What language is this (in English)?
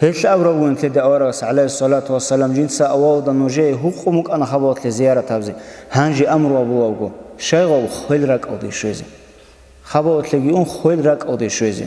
Avaric